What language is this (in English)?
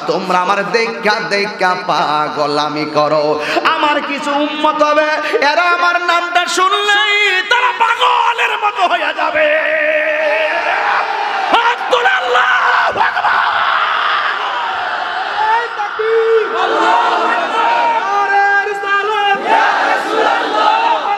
Bangla